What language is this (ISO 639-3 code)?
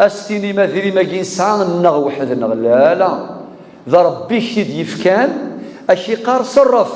kab